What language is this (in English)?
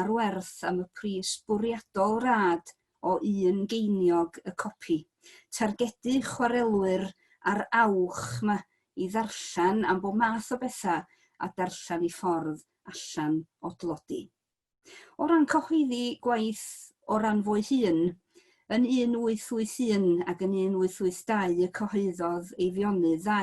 Welsh